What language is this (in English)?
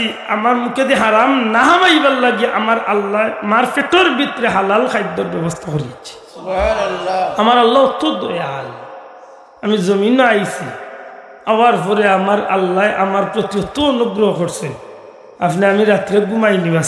Sylheti